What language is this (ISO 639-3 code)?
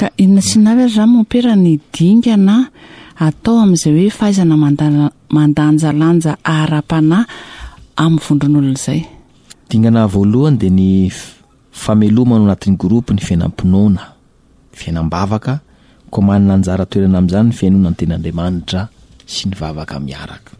mlg